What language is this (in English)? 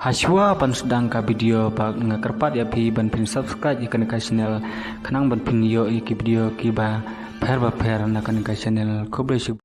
Khasi